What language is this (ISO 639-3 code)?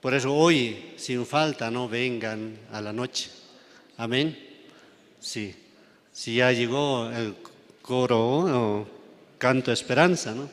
quh